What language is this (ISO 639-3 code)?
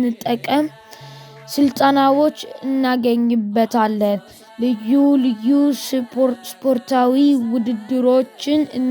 amh